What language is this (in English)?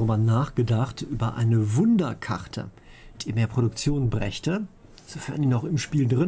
German